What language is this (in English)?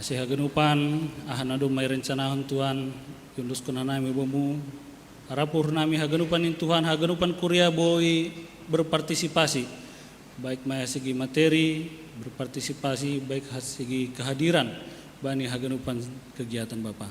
Batak Simalungun